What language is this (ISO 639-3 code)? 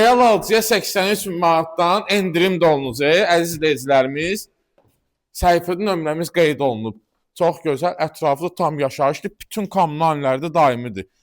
aze